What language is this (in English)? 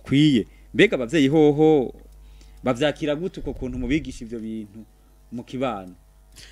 Rundi